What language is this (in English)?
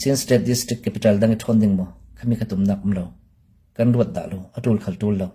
Falam Chin